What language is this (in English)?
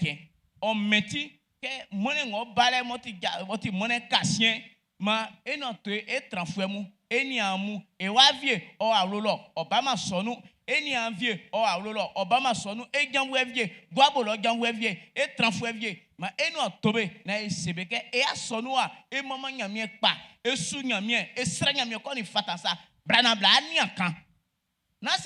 Baoulé